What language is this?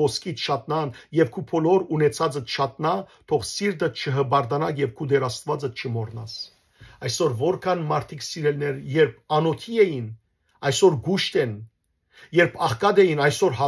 Western Armenian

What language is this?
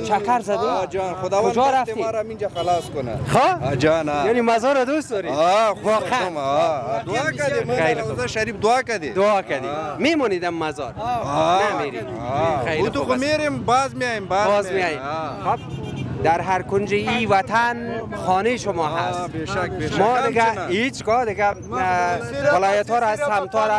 Persian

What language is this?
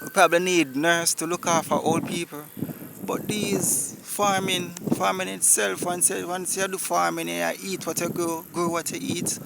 Jamaican Creole English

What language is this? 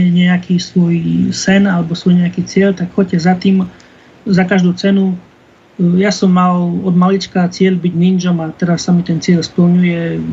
Slovak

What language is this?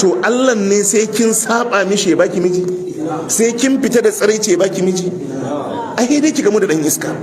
Hausa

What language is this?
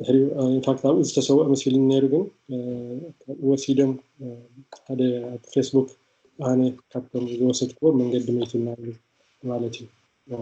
Tigrinya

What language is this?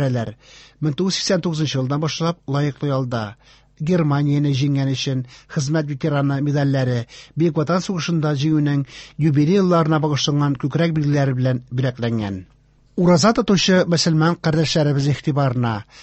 Tatar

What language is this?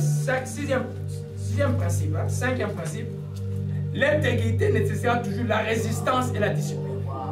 French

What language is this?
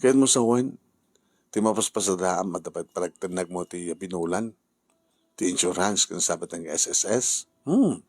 Iloko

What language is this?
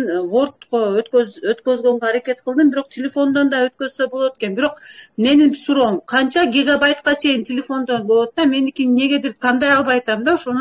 Kyrgyz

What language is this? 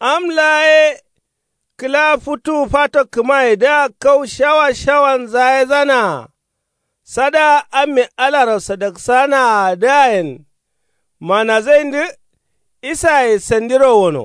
Kanuri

